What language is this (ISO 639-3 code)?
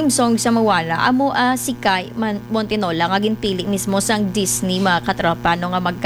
hil